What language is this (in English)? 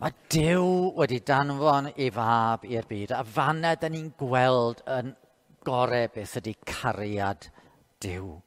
Welsh